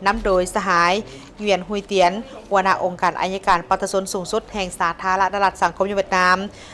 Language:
Lao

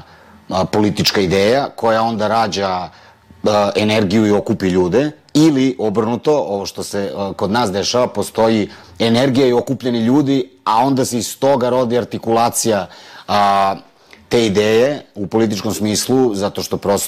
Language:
Serbian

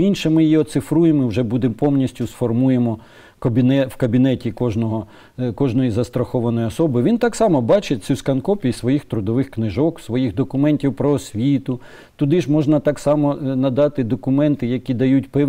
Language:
Ukrainian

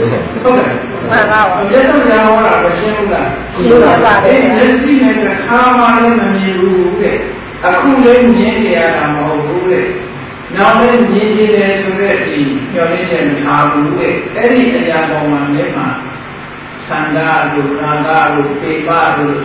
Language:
Burmese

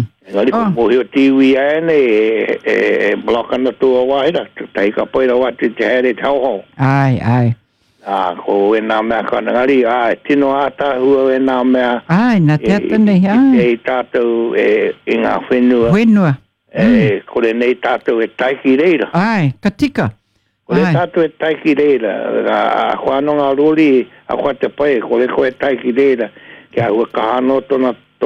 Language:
Māori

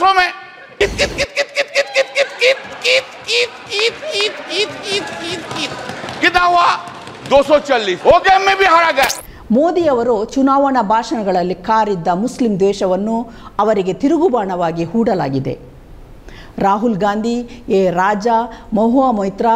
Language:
Kannada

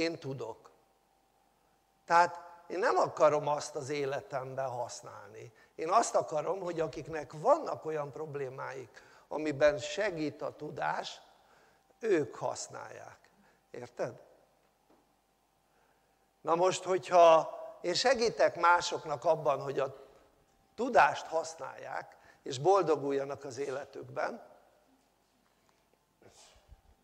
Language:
Hungarian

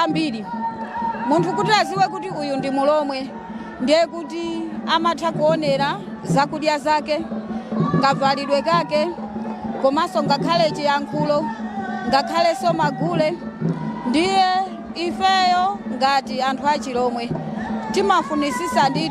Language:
Nyanja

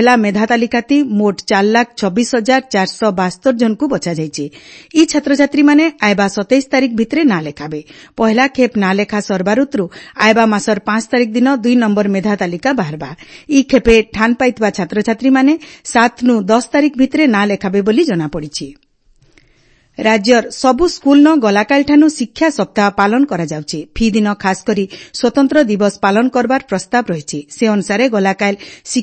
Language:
Odia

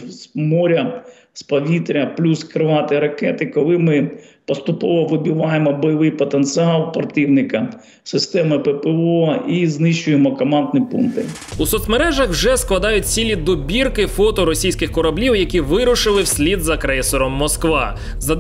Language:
Ukrainian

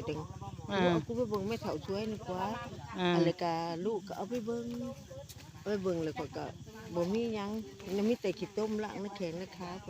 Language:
Lao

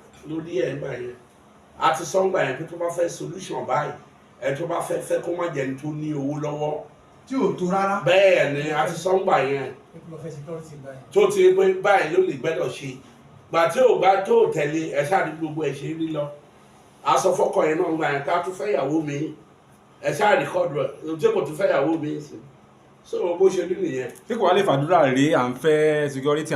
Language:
Yoruba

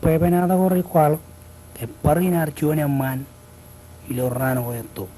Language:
Marshallese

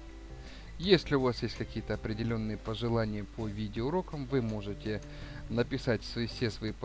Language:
Russian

